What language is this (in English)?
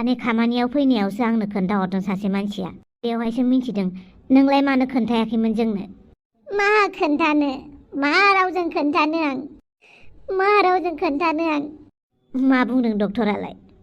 Bodo